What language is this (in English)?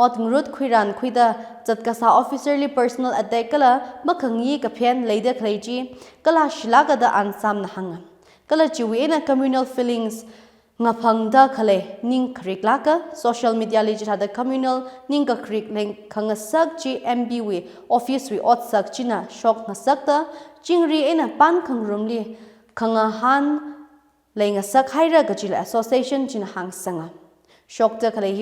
Tangkhul Naga (India)